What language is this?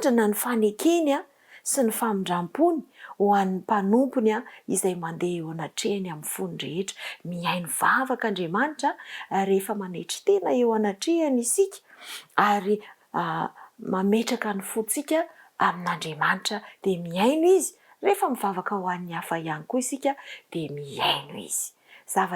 Malagasy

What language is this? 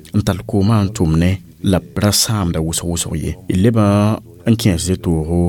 Mossi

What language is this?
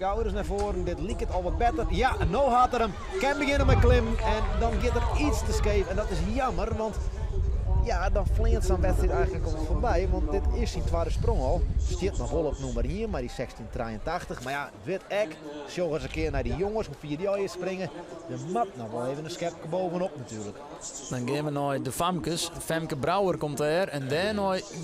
Western Frisian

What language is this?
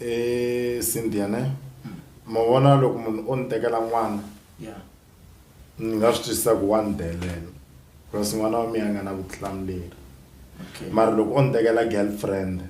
Tsonga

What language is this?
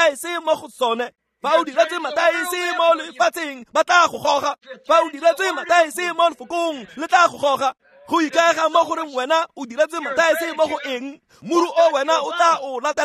Tswana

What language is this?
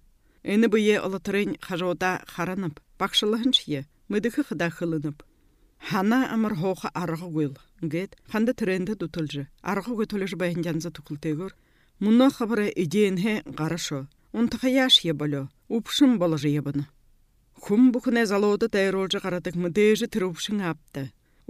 Buriat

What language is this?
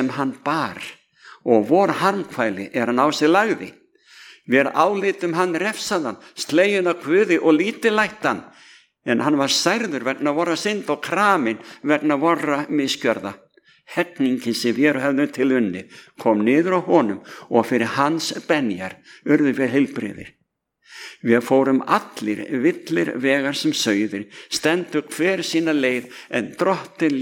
Icelandic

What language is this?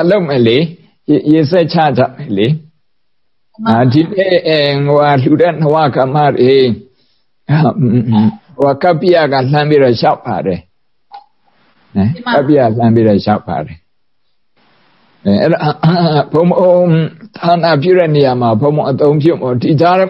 Burmese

